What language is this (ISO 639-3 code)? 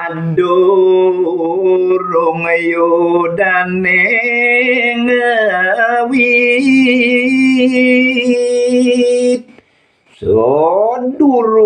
ban